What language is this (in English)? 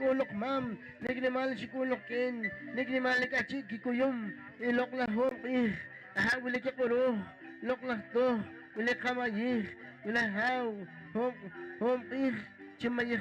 Poqomchi'